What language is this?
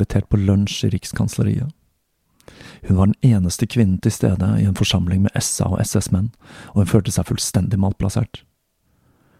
Norwegian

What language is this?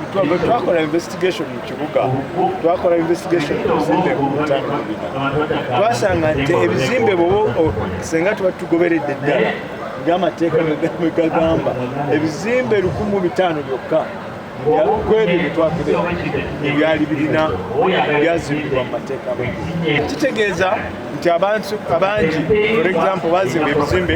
Ganda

